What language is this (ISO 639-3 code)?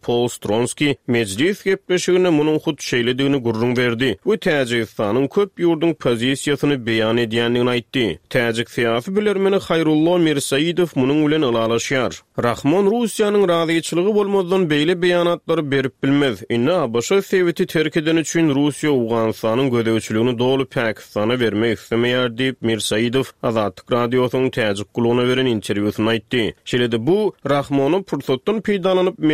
tuk